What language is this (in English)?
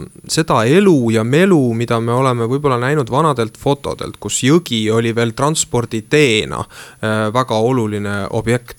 Estonian